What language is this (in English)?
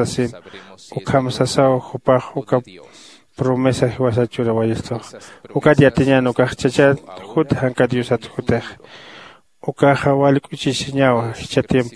Aymara